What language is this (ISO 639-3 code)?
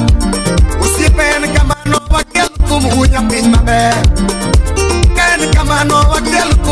luo